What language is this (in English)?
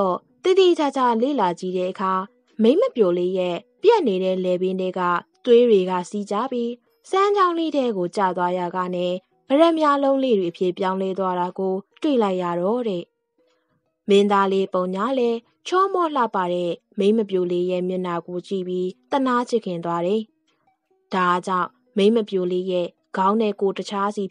Burmese